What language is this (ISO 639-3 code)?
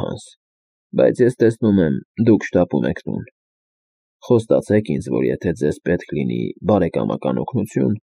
hye